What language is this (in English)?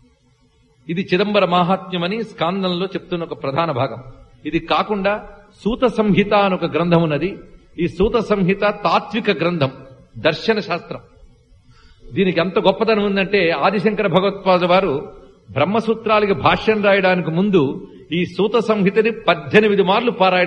Telugu